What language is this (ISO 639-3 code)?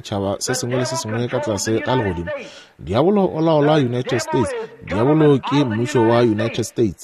nso